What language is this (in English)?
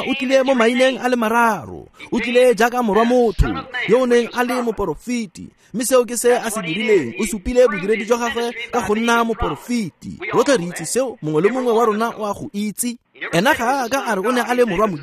Tswana